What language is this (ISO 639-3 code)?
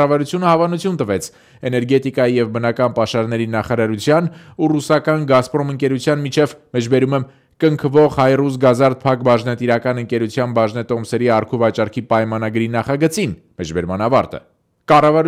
hye